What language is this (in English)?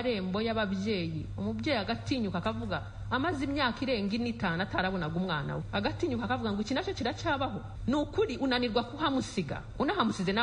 Kinyarwanda